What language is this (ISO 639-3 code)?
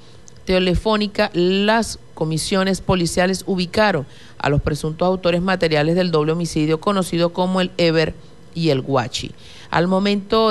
spa